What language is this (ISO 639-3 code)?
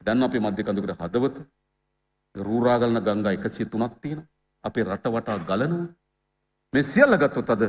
sin